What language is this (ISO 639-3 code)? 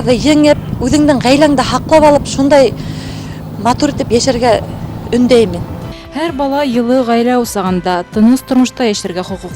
bak